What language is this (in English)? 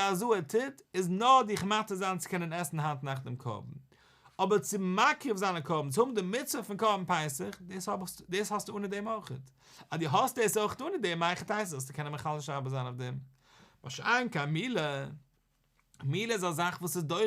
Yiddish